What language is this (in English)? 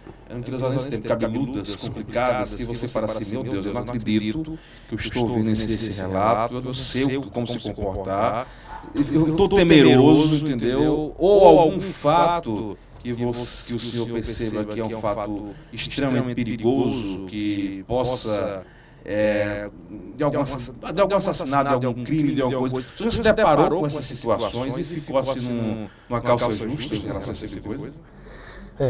Portuguese